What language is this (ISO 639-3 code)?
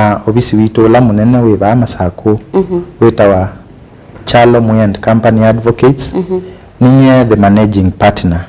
kam